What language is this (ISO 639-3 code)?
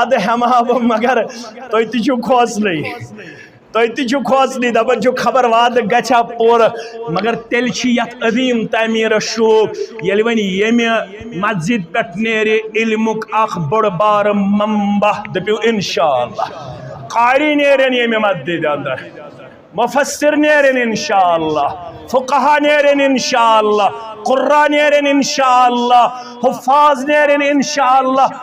kas